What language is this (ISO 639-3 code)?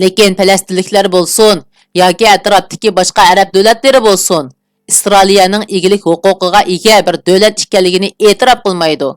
uig